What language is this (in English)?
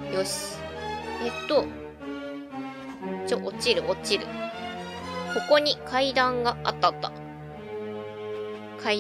Japanese